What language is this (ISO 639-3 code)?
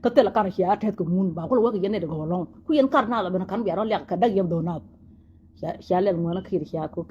nus